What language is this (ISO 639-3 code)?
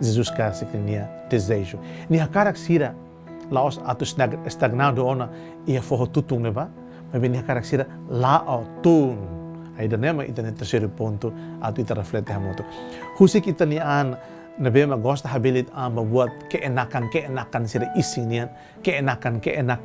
tet